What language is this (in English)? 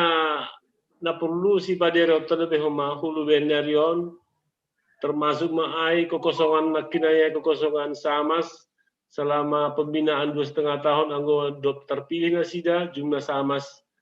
Batak Simalungun